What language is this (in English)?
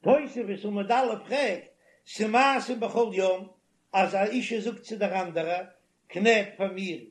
Yiddish